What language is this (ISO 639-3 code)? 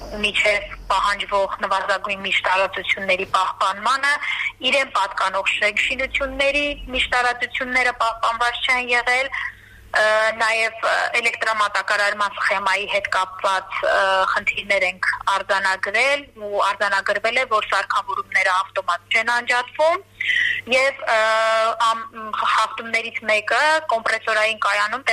hye